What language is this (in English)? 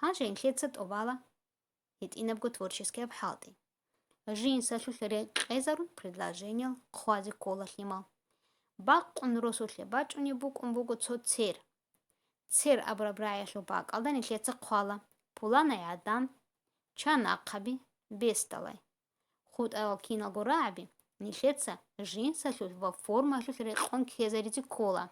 Avaric